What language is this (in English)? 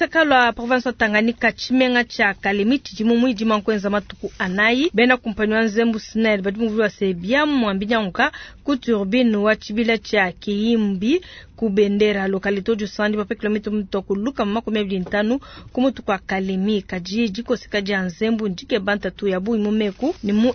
Luba-Lulua